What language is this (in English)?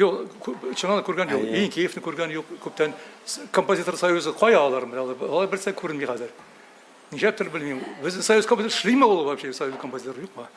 Tatar